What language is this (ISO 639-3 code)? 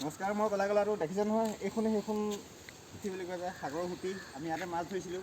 asm